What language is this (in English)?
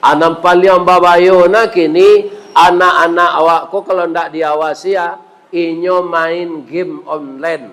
Minangkabau